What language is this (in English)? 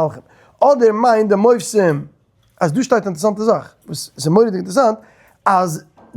Yiddish